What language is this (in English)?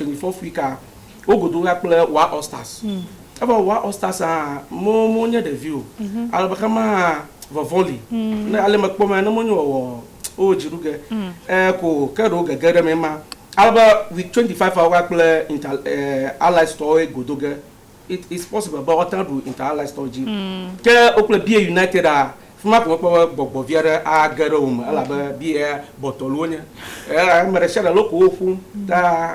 Ewe